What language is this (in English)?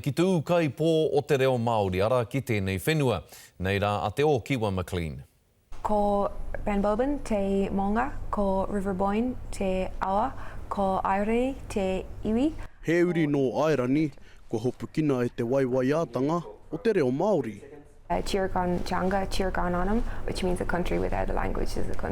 Māori